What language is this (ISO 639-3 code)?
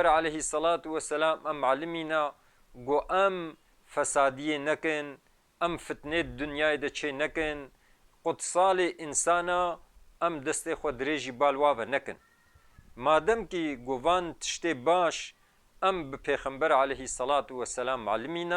kur